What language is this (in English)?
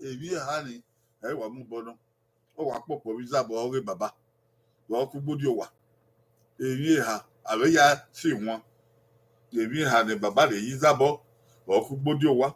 Bini